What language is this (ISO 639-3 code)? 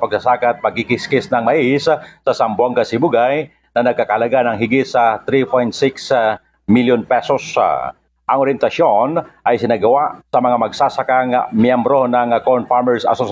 fil